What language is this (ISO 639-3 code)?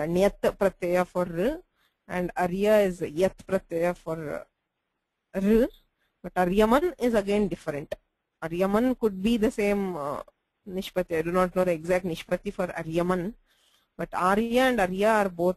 san